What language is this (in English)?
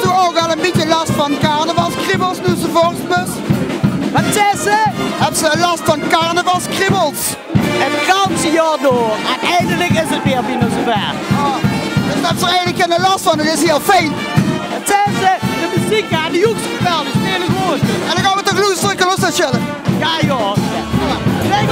Limburgish